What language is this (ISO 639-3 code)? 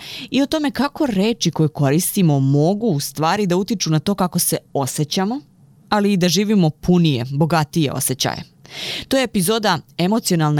srp